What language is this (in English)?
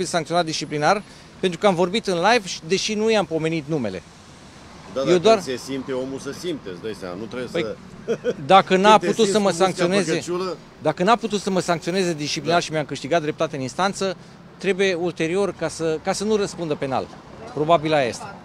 Romanian